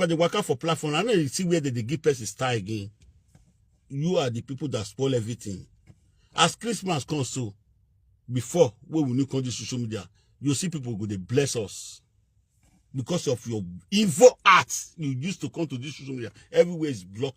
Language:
Nigerian Pidgin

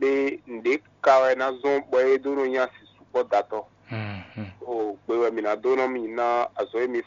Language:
Fon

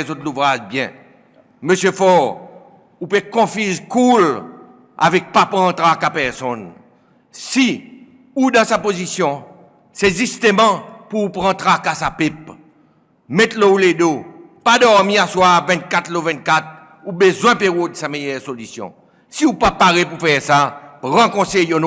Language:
Seselwa Creole French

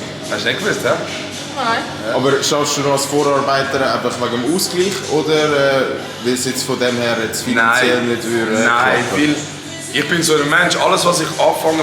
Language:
Swiss German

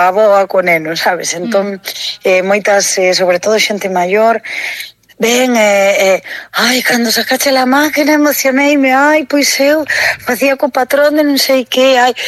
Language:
Galician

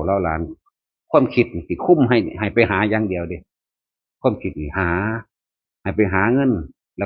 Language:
Northeastern Thai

